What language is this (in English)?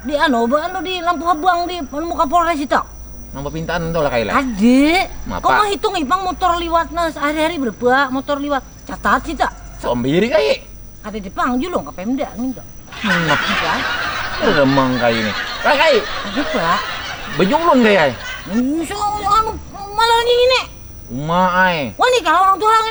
Banjar